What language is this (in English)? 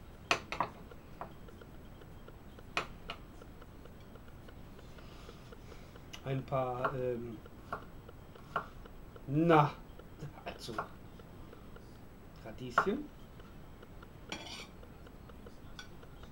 German